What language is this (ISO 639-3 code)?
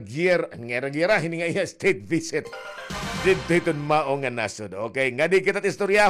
war